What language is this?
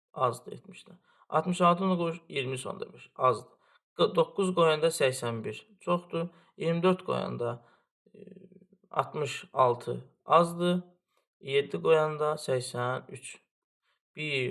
Azerbaijani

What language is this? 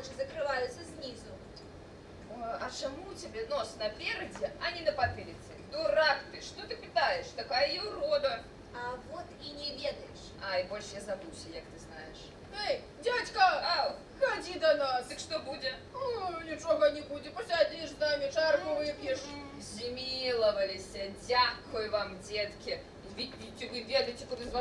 Belarusian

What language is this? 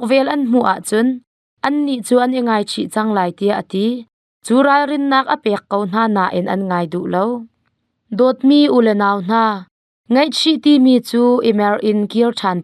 Hakha Chin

